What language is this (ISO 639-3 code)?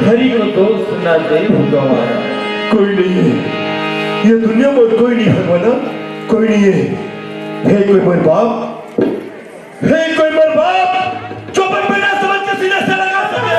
hne